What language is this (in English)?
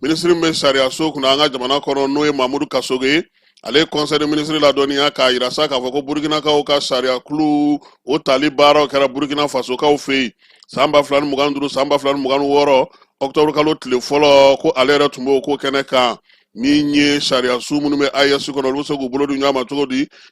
Bambara